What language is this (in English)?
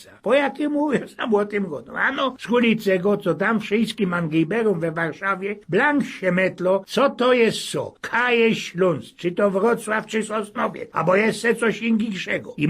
Silesian